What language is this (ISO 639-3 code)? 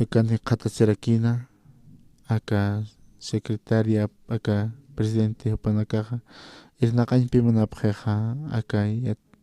aym